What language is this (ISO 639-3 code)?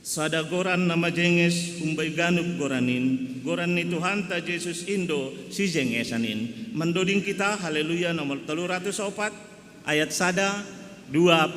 bts